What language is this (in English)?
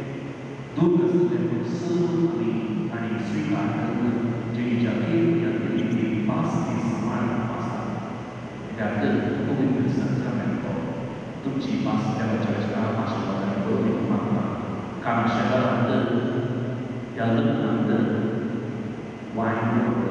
Konkani